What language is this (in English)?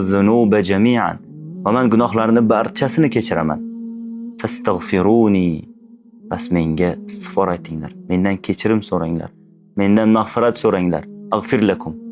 Uzbek